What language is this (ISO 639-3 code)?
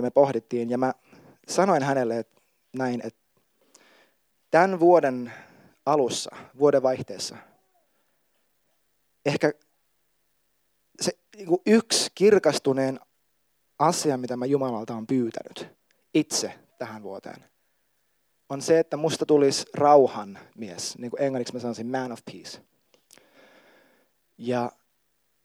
fin